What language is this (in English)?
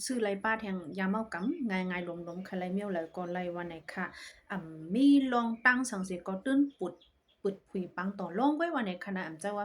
Shan